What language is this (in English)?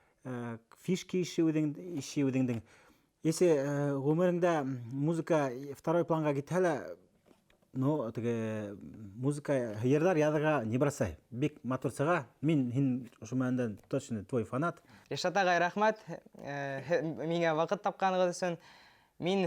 Bashkir